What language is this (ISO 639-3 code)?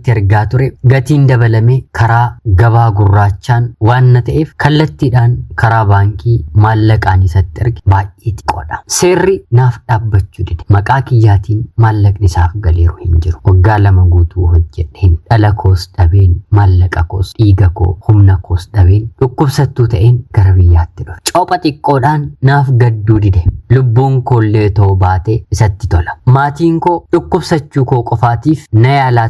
orm